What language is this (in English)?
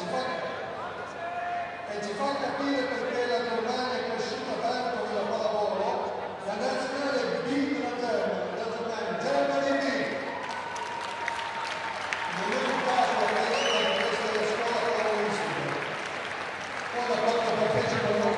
Italian